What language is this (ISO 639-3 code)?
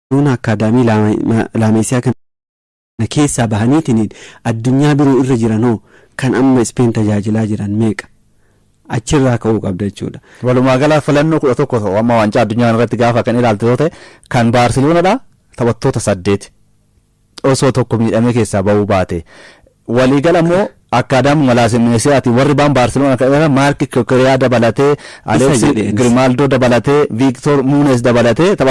orm